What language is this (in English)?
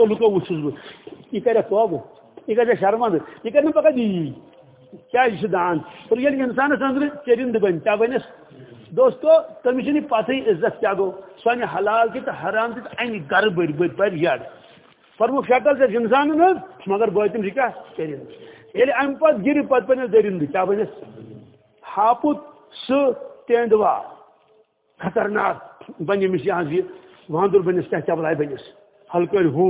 Kashmiri